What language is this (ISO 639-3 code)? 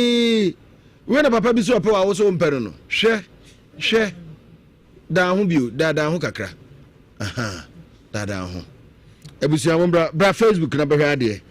aka